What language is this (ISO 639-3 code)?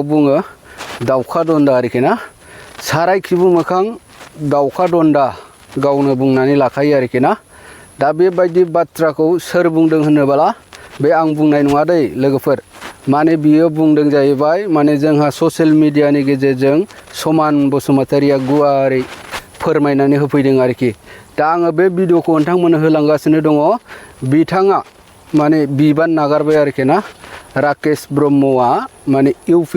brx